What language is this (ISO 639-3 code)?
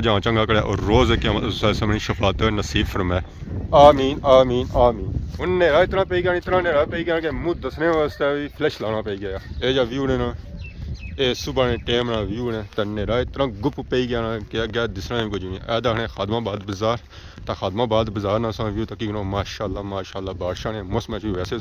phr